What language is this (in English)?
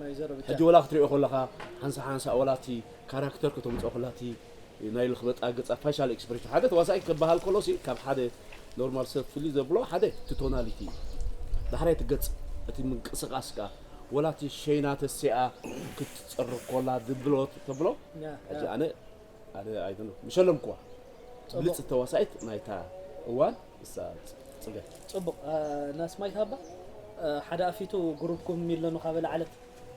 Tigrinya